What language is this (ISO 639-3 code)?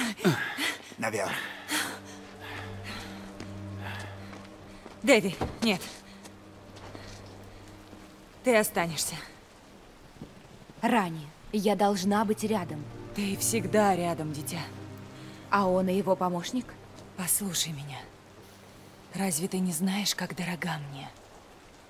rus